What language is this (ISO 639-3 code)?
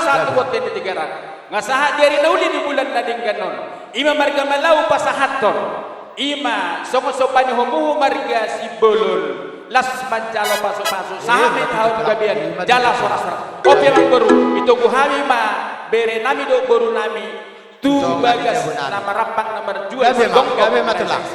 bbc